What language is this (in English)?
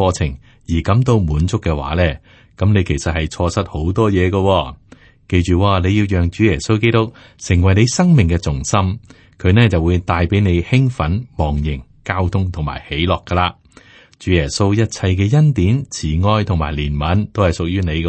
Cantonese